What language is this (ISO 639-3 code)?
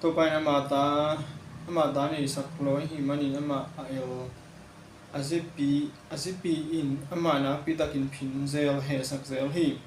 ctd